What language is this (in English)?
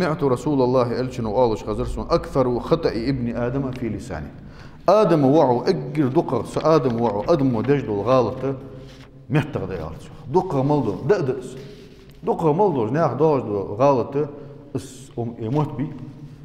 Ingush